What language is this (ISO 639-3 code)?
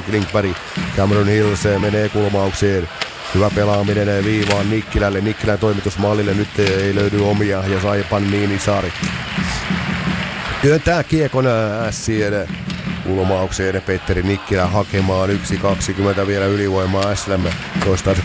fin